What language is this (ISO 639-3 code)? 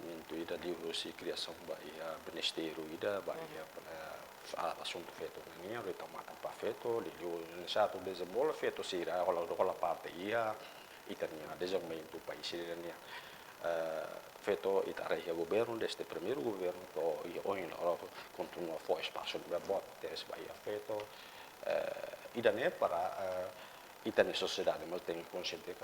tet